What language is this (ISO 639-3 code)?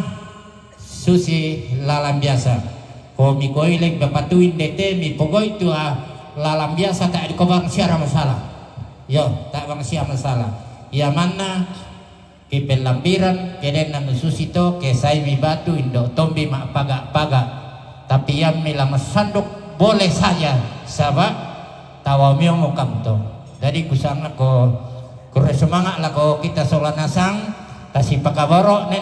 sda